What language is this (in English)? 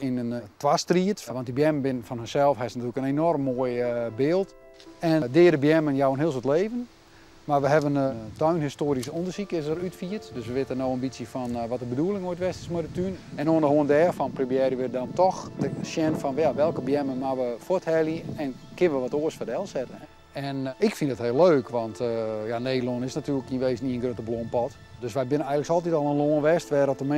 Western Frisian